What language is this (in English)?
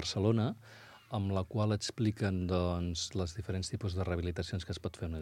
Catalan